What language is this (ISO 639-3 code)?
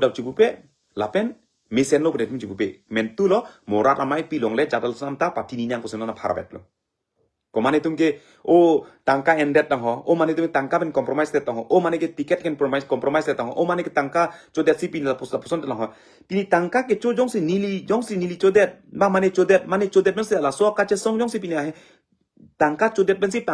mjw